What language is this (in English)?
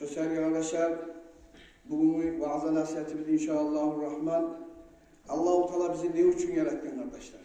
Kumyk